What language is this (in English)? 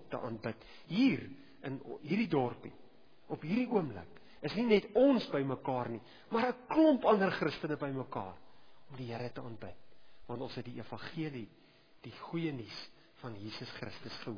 Afrikaans